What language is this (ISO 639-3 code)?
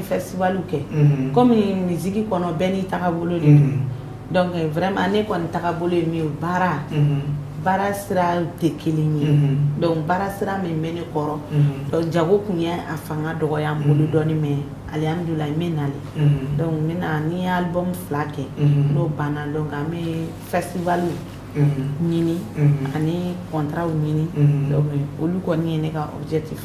bam